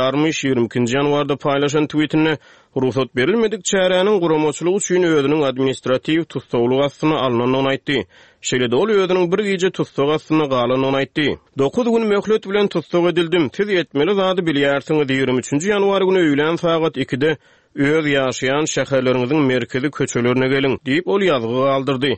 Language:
Turkmen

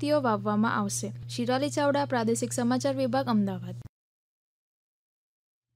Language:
Gujarati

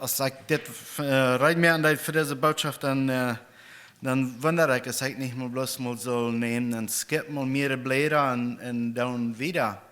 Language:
Plautdietsch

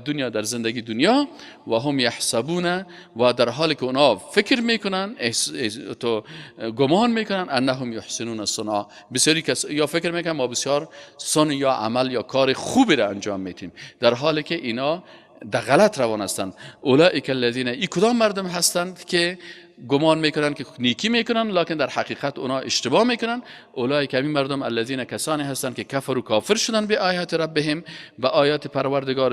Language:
Persian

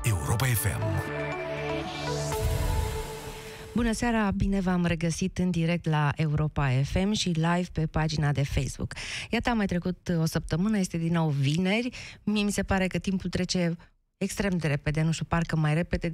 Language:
Romanian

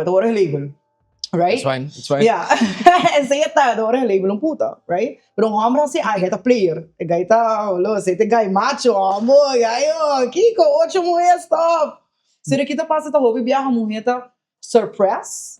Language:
Papiamento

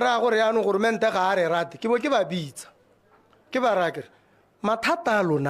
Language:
Tswana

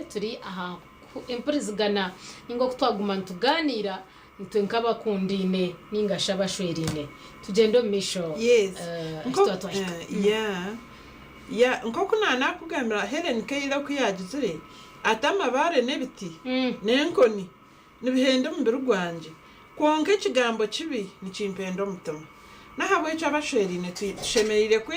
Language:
Nyankole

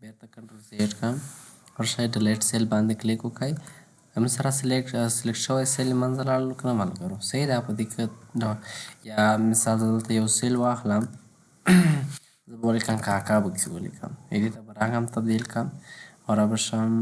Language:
Pashto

